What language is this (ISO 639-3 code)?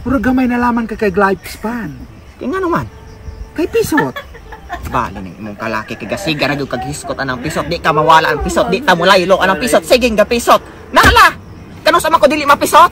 ceb